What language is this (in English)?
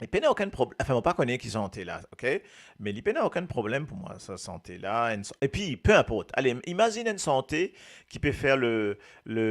Morisyen